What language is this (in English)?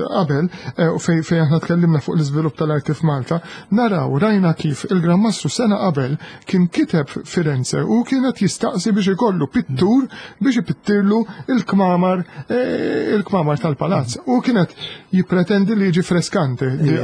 Maltese